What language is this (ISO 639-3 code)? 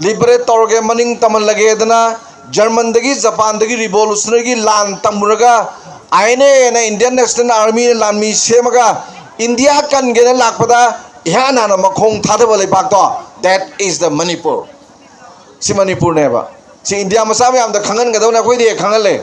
mni